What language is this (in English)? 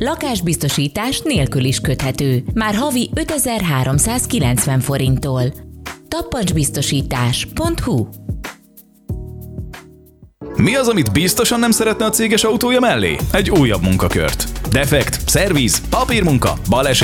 Hungarian